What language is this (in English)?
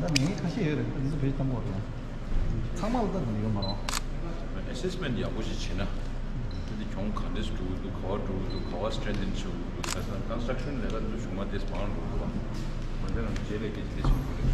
Tibetan